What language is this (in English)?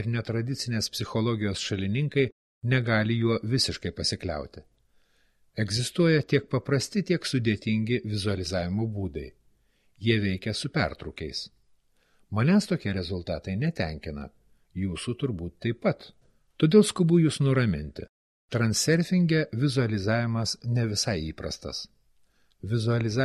Lithuanian